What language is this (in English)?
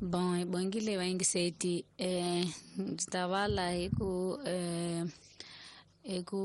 Tsonga